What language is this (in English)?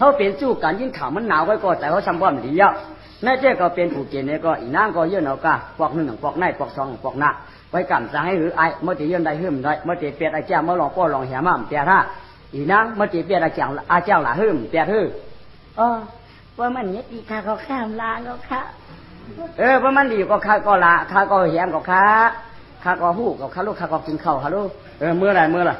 Shan